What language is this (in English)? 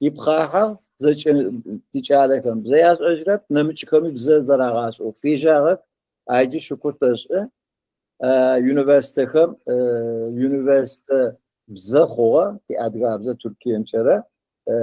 Adyghe